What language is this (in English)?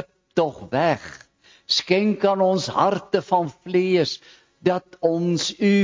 Afrikaans